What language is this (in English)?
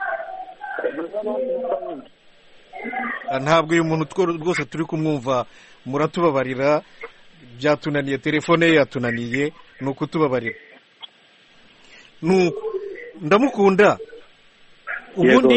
Kinyarwanda